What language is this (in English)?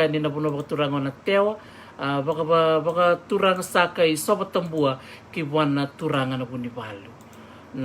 Fijian